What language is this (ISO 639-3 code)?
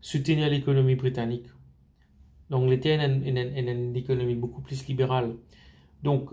mfe